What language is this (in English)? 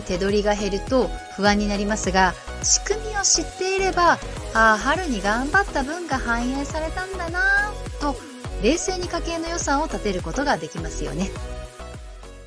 Japanese